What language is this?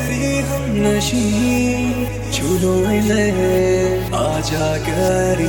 Hindi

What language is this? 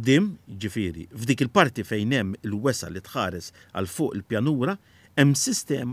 Maltese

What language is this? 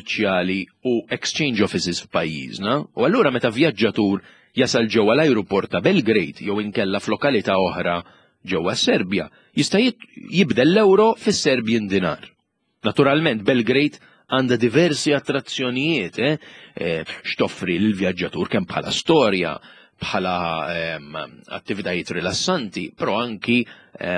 Maltese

